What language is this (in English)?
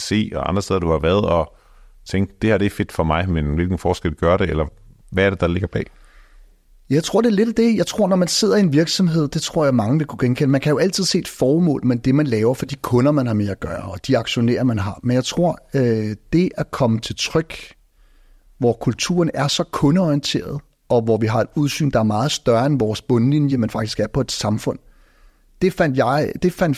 Danish